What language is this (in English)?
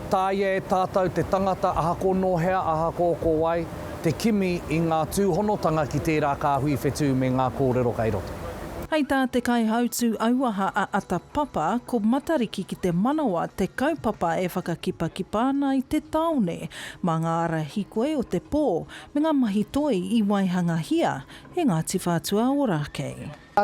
Māori